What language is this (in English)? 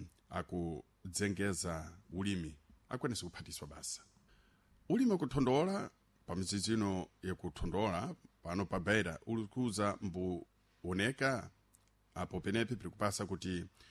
Sena